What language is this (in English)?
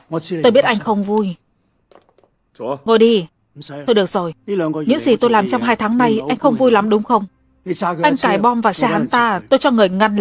Vietnamese